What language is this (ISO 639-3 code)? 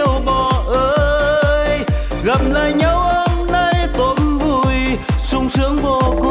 vie